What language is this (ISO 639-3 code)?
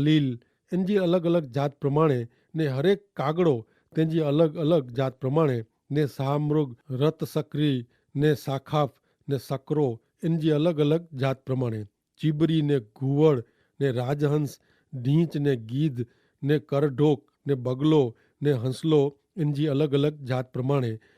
kfr